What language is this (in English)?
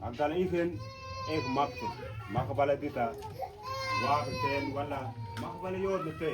Mabaan